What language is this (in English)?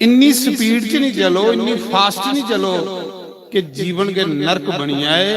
Dogri